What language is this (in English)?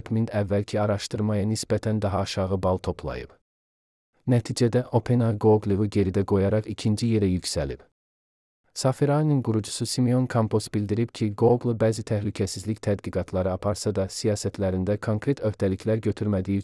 Azerbaijani